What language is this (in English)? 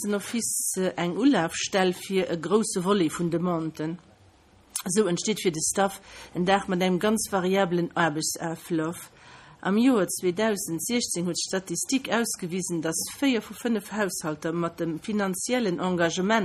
Luxembourgish